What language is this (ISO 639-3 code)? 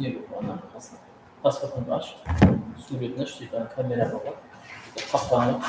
kaa